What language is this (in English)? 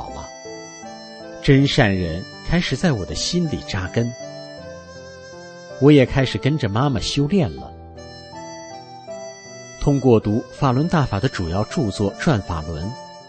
Chinese